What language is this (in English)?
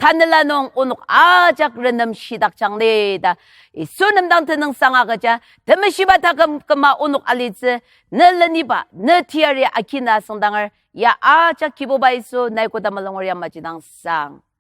Ao Naga